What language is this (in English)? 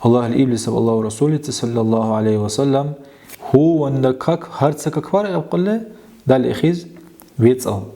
Dargwa